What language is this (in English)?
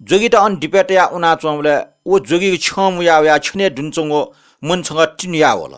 Newari